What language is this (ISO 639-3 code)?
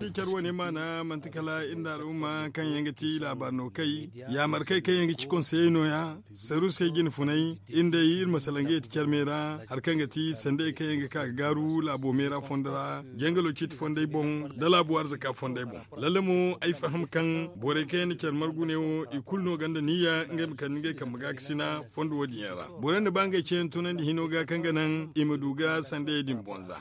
dje